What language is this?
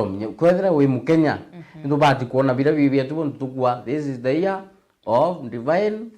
Meru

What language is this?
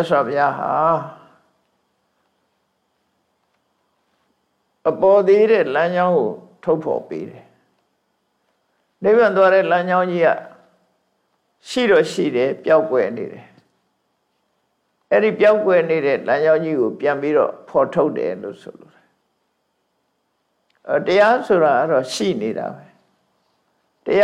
Burmese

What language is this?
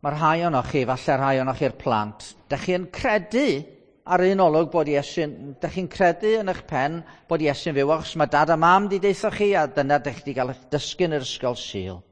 Welsh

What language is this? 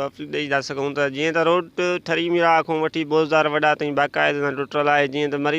Sindhi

